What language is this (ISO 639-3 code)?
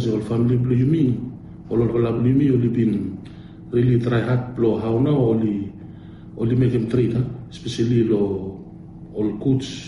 bis